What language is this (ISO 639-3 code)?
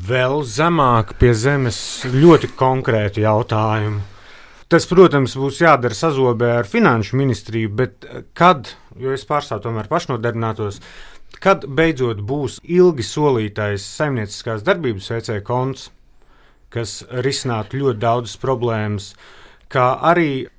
lav